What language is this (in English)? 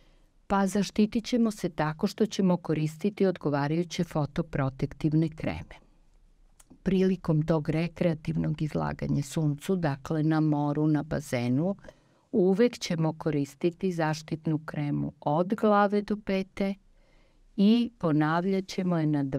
Serbian